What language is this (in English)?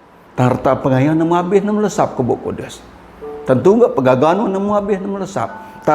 Iban